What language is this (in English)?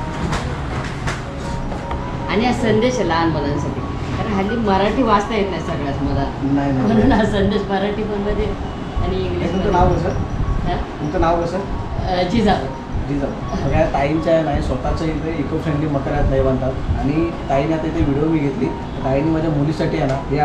Marathi